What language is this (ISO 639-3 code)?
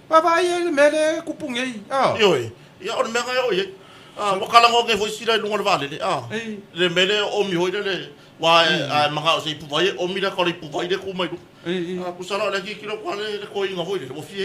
smo